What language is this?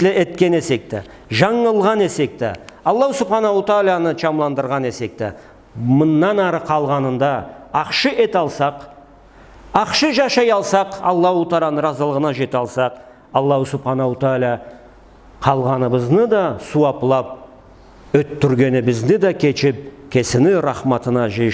Karachay-Balkar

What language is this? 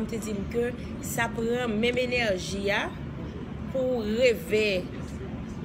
Haitian Creole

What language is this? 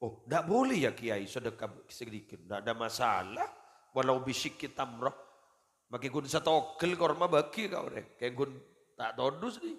Madurese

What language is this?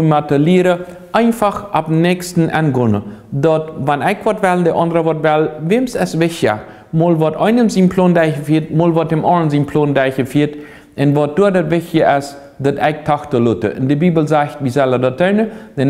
Plautdietsch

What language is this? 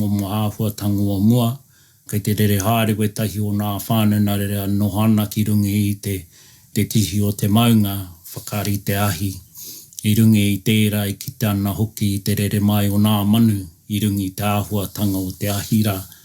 Māori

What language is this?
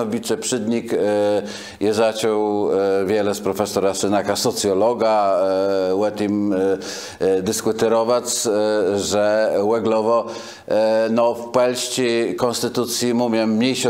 Kashubian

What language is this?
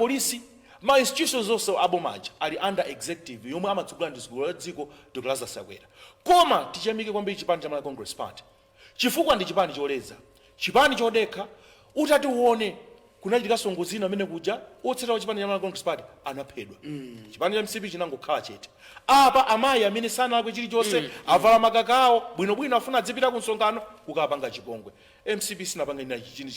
Nyanja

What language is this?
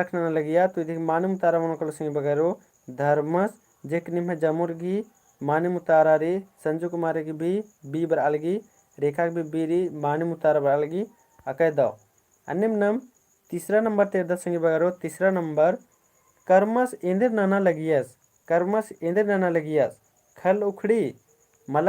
Kurukh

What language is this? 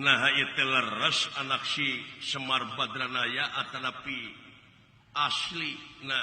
Sundanese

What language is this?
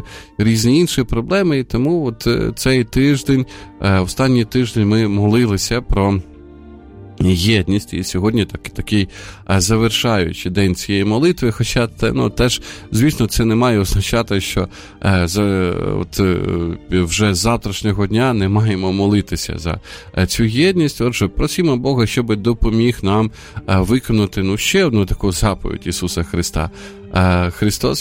Ukrainian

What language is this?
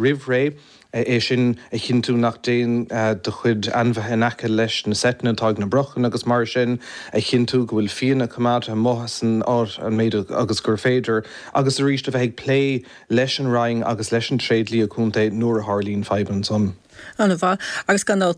Irish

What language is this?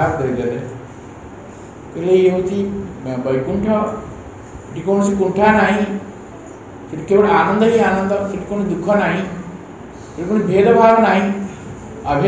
Odia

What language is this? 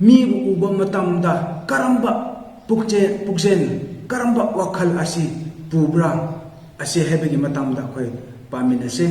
Manipuri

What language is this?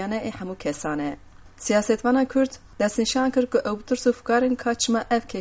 Kurdish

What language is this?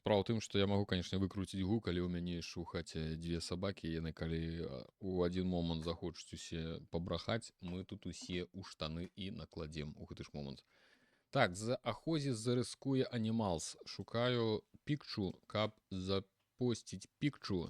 Belarusian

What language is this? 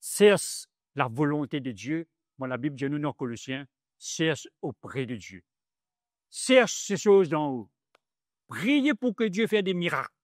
Morisyen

